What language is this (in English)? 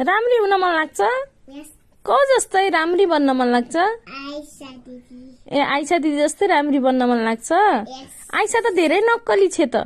Nepali